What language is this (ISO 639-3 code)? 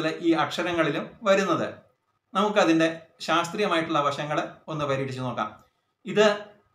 mal